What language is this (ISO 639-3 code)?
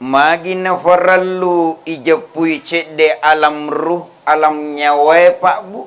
bug